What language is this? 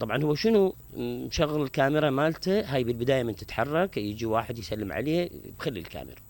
Mesopotamian Arabic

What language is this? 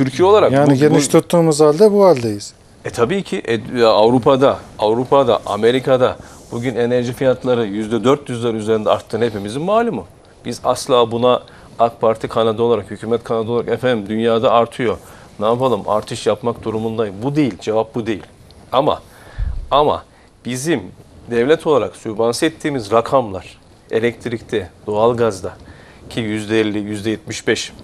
Turkish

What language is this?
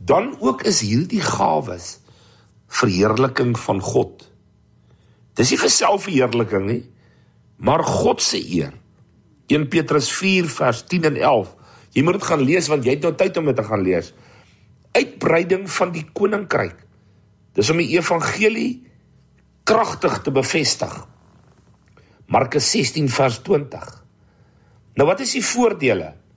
Afrikaans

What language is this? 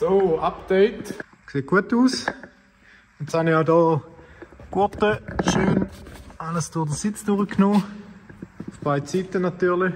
Swiss German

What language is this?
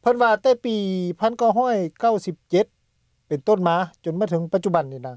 Lao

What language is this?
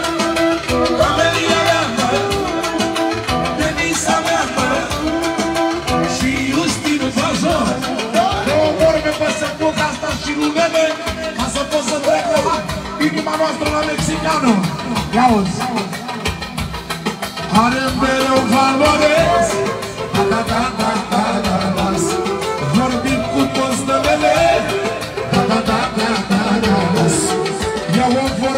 Romanian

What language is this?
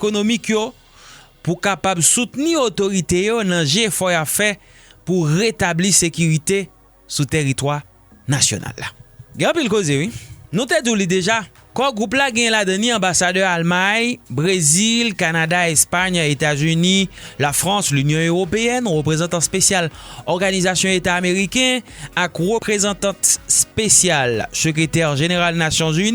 Haitian Creole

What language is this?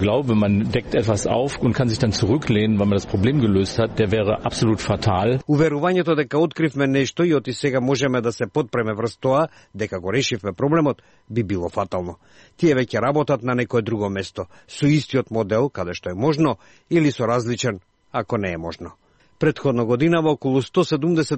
Macedonian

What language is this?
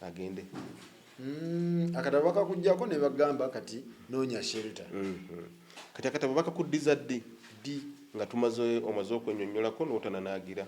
Ganda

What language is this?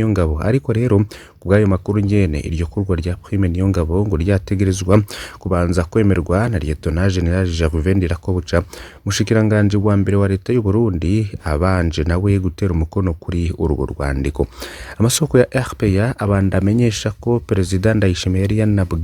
Rundi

